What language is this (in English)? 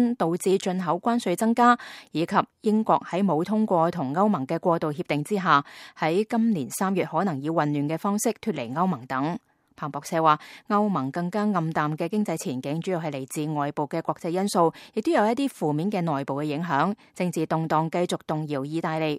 Cantonese